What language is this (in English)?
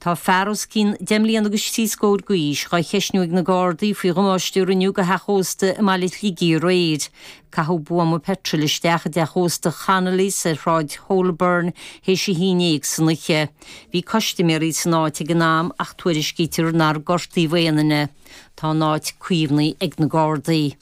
Irish